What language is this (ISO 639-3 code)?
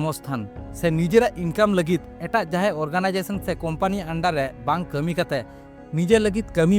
sat